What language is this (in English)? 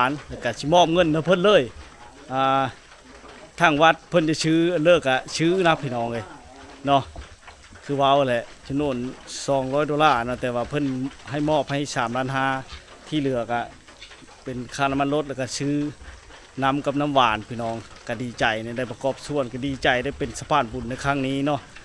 Lao